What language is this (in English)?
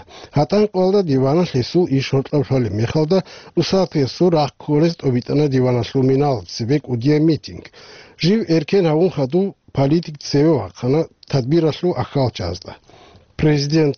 Avaric